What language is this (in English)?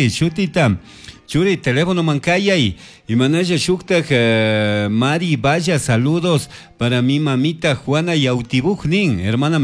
Chimborazo Highland Quichua